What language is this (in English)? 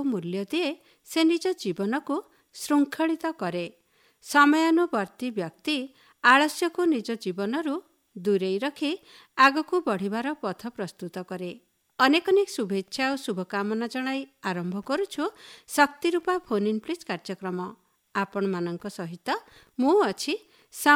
Odia